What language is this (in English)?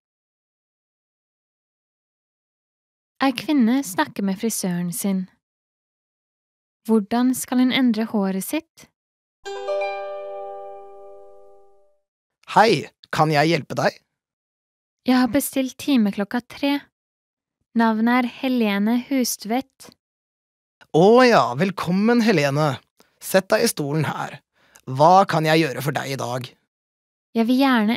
Norwegian